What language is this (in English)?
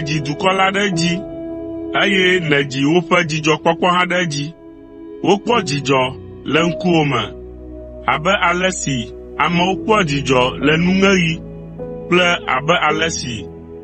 Ewe